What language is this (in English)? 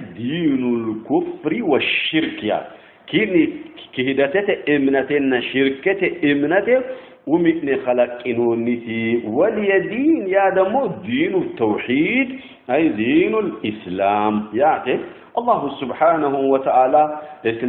Sidamo